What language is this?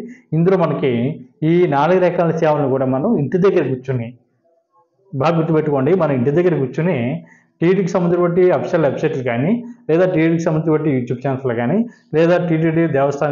Telugu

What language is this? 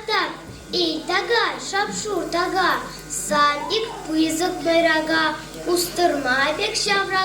Chuvash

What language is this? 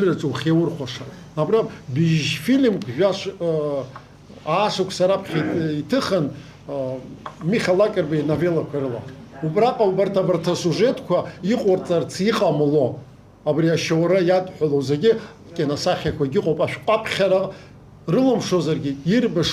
Abkhazian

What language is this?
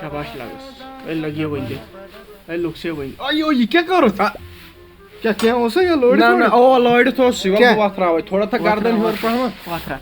Kashmiri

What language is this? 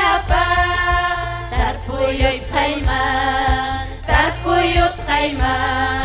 Ayacucho Quechua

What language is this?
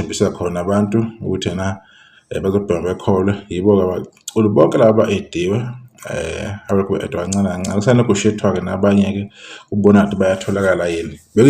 Zulu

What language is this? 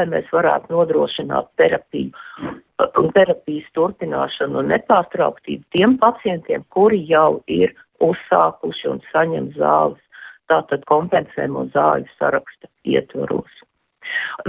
Latvian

